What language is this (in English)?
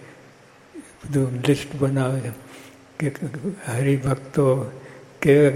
Gujarati